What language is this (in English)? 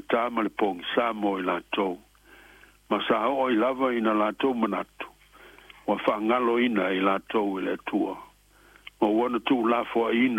Samoan